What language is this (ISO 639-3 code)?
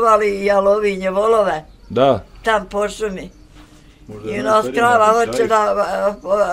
bos